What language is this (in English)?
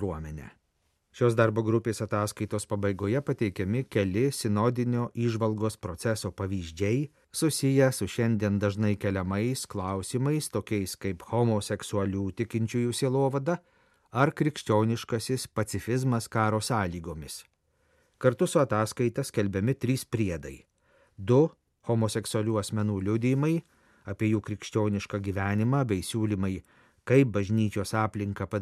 Lithuanian